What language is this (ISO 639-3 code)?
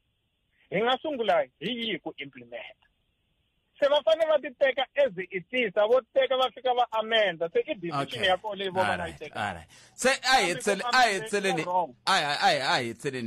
tso